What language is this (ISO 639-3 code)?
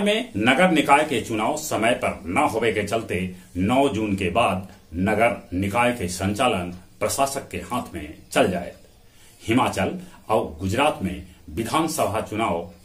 mag